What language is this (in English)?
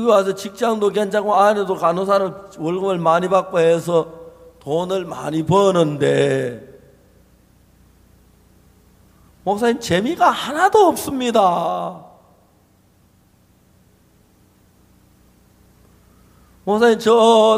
Korean